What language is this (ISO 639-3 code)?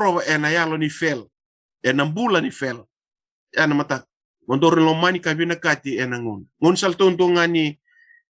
fij